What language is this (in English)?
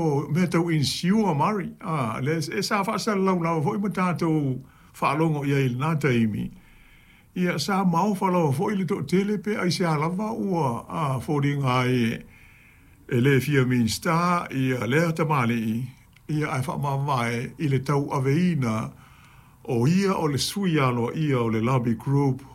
Samoan